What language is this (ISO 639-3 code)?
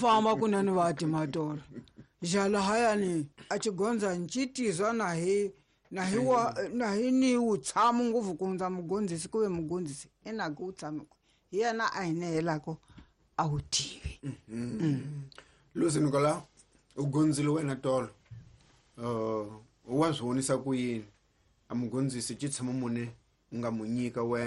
tso